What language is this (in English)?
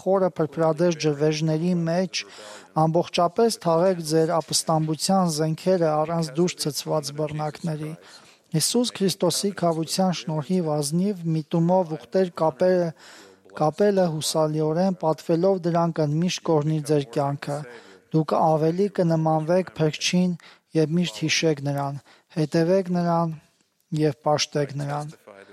Armenian